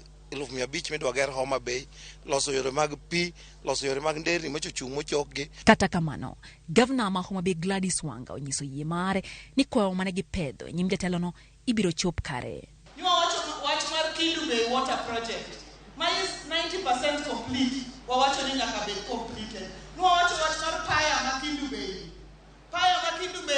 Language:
Luo (Kenya and Tanzania)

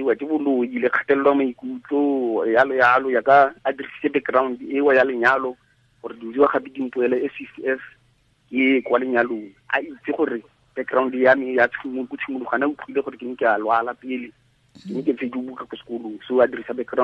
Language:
Tswana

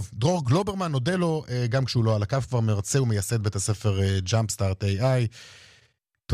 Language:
Hebrew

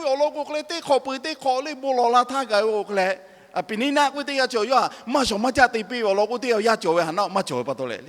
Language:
Lahu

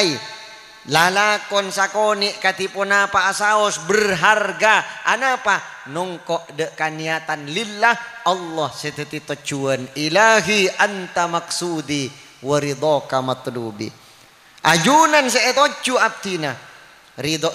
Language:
Madurese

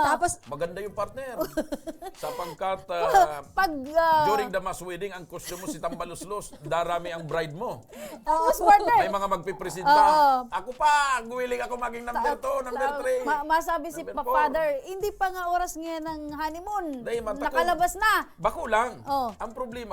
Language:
Bikol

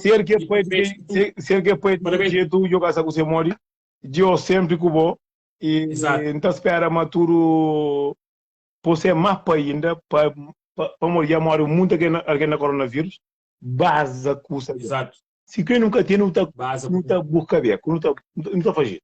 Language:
Kabuverdianu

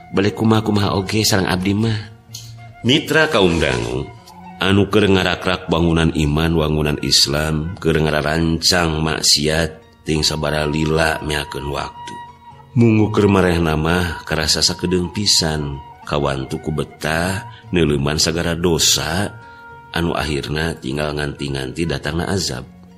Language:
Sundanese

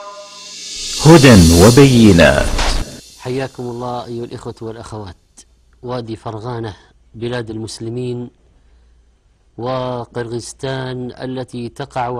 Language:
Arabic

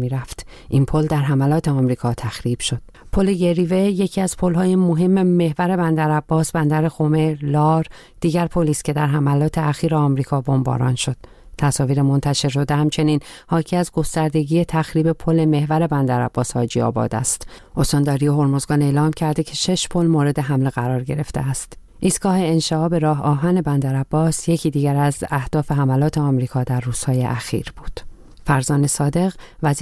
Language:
Persian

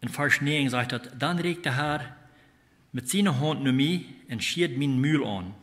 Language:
Plautdietsch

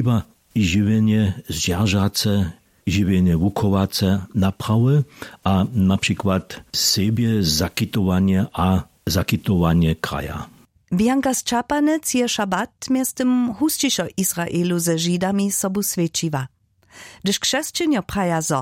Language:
Upper Sorbian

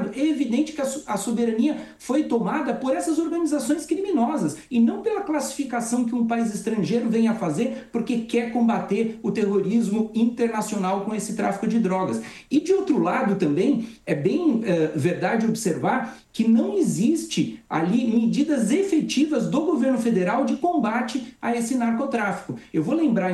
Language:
Portuguese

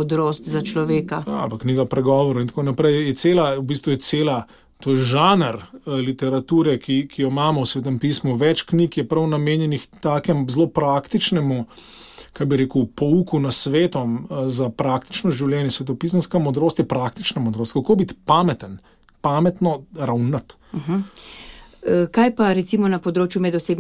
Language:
Slovenian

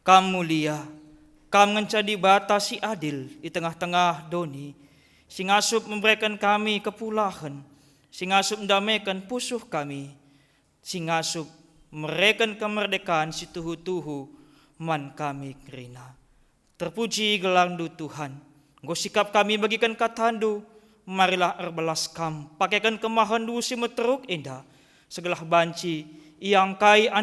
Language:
Batak Karo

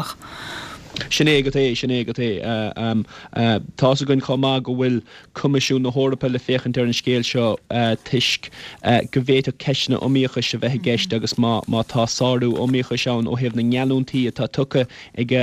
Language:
Irish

